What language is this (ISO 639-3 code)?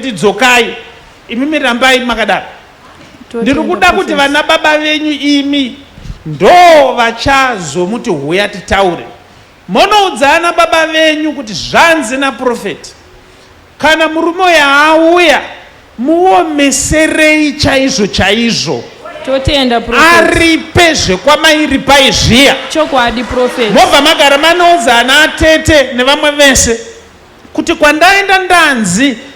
sna